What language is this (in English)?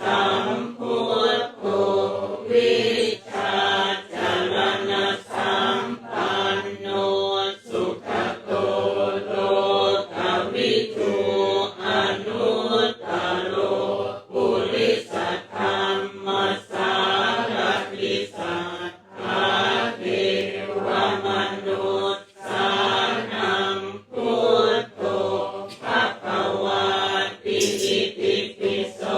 Pali